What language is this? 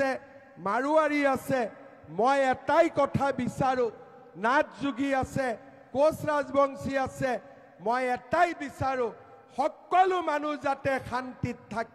Assamese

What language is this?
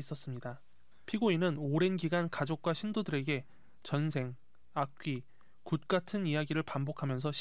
Korean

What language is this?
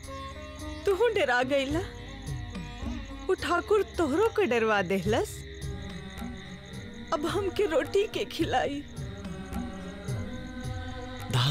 Bhojpuri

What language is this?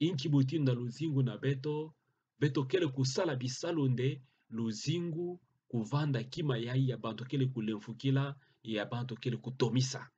Kituba (Democratic Republic of Congo)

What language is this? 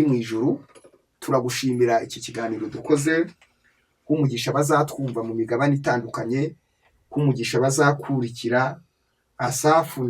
Kinyarwanda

